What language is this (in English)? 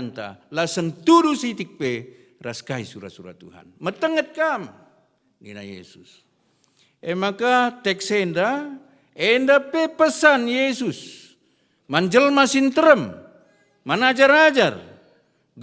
Batak Karo